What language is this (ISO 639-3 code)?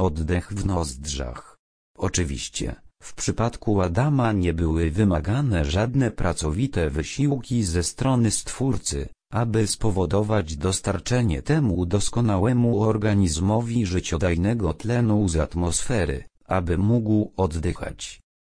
pol